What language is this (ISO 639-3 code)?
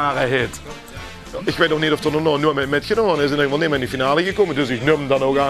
lim